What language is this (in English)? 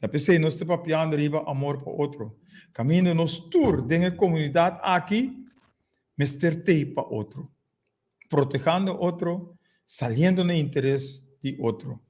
Papiamento